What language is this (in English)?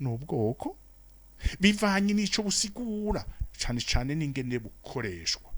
Rundi